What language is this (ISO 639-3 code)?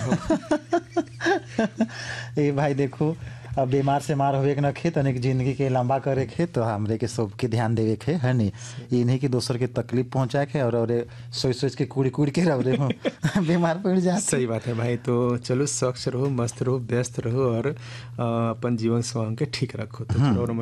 bho